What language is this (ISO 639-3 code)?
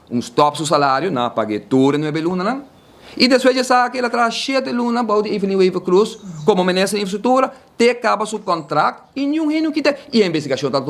pap